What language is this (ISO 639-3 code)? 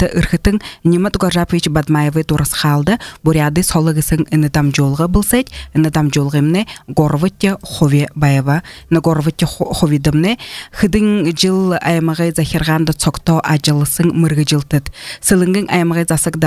bua